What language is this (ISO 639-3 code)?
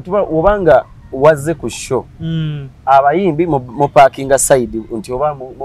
lug